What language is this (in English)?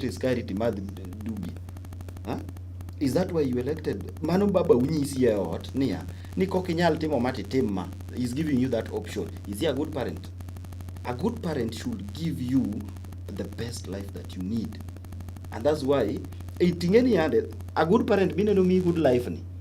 Luo (Kenya and Tanzania)